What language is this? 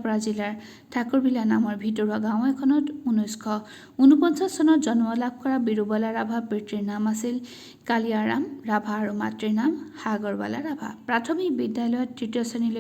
Assamese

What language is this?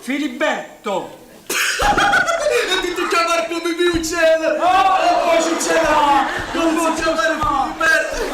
Neapolitan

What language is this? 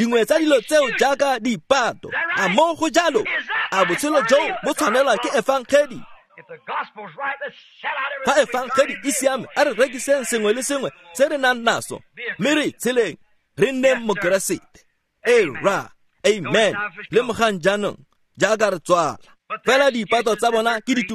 Tswana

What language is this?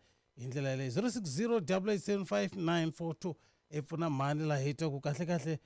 Tsonga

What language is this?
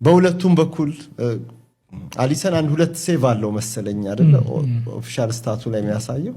Amharic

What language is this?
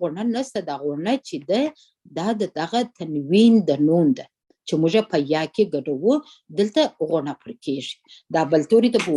Pashto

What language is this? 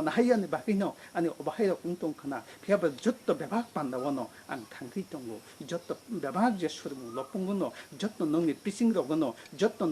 Kok Borok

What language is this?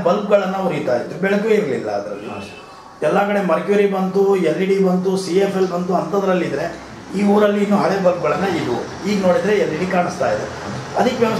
Kannada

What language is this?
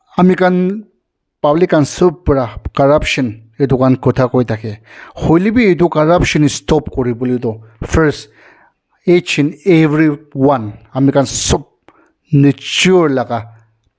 Naga Pidgin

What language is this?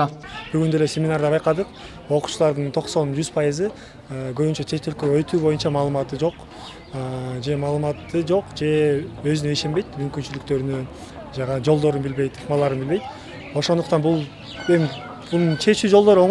Kyrgyz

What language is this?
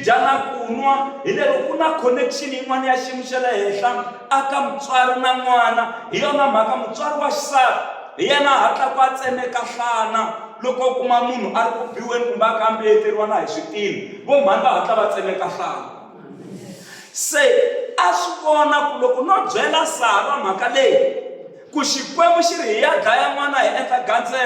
Tsonga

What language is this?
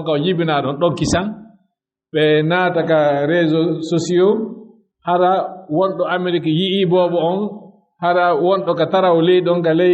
Fula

